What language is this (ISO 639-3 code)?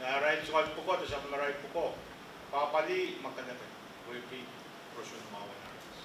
pon